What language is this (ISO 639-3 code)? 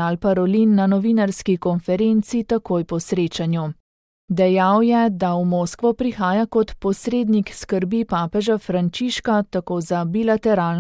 slv